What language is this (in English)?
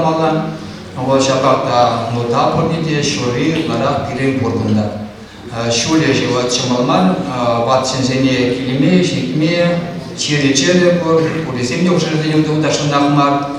Chuvash